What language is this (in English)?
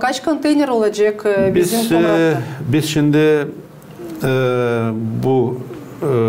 Gagauz